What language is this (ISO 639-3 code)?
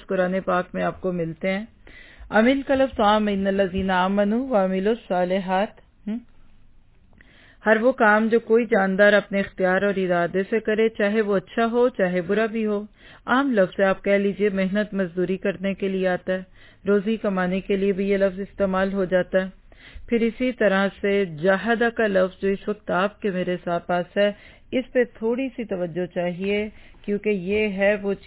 urd